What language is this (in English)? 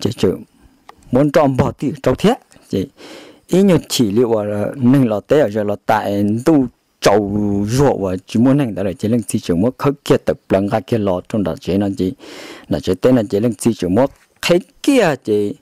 Hmong